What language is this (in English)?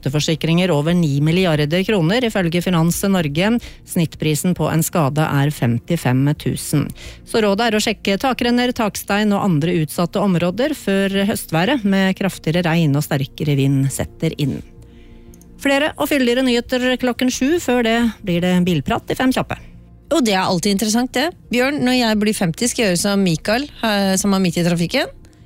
Norwegian